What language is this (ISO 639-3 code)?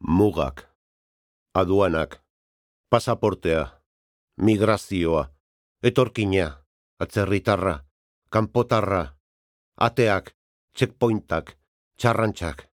eus